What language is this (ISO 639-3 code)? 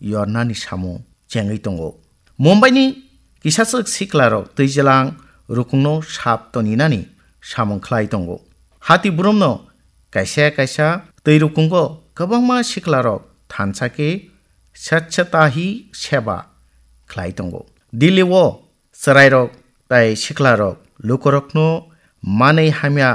trp